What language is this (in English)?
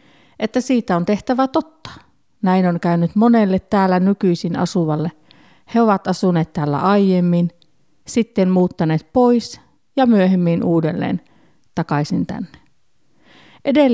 Finnish